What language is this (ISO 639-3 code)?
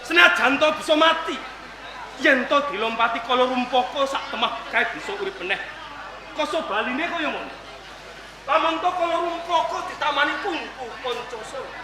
jav